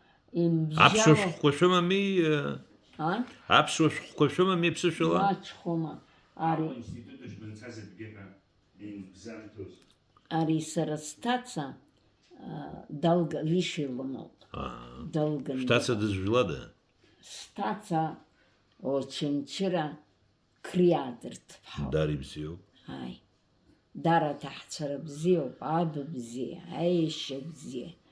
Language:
Abkhazian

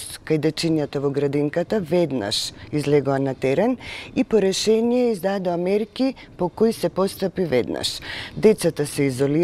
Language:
Macedonian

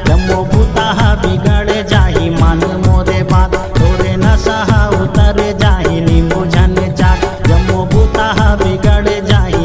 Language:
Chhattisgarhi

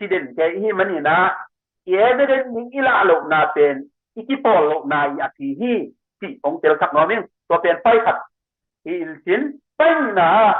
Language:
Tedim Chin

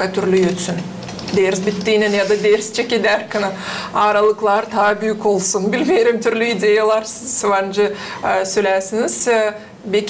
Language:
Gagauz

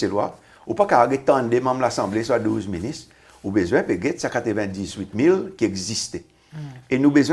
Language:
Seselwa Creole French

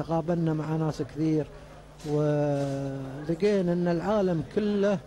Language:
Gulf Arabic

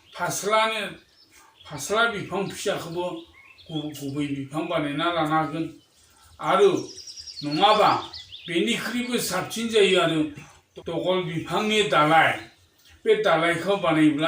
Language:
Bodo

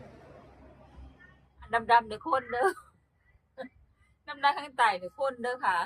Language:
Lao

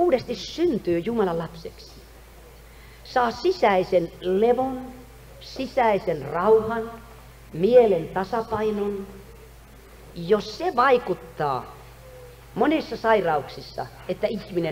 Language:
Finnish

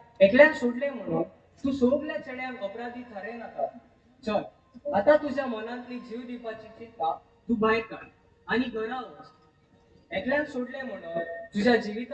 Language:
Konkani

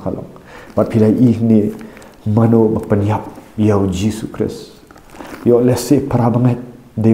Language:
Khasi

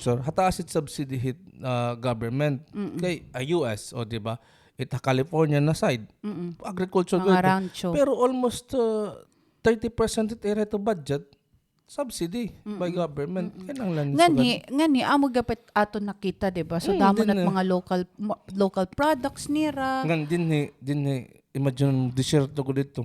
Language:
Waray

